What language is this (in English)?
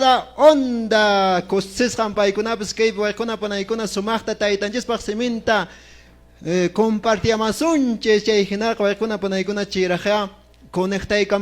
Quechua